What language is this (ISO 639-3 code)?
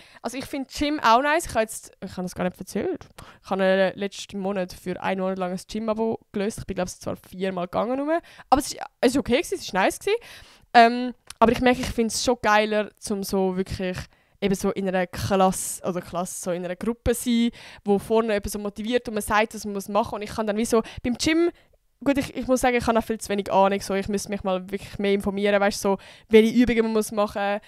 gsw